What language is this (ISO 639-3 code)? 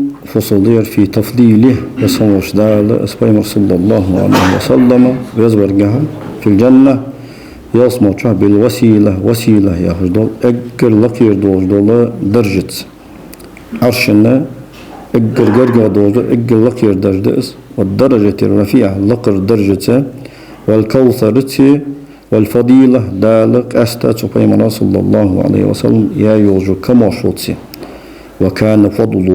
inh